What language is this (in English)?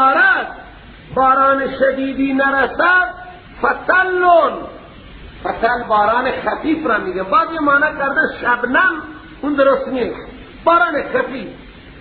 Persian